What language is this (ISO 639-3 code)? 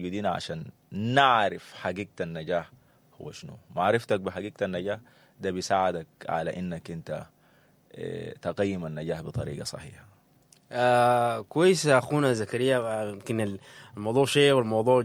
apd